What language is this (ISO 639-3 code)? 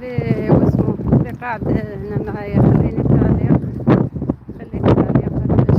arq